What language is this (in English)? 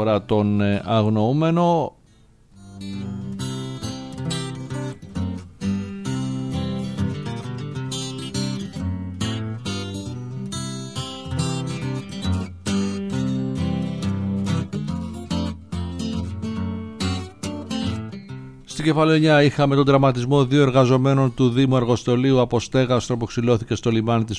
Greek